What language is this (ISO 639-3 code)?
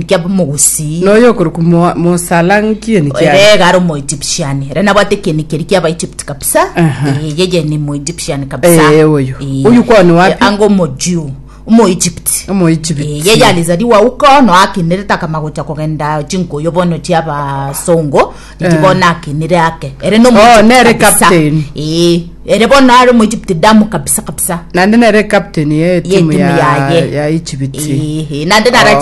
guz